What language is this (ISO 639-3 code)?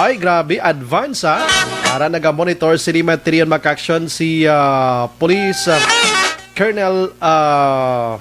hil